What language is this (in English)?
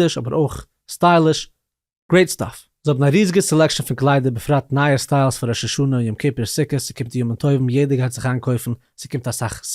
Yiddish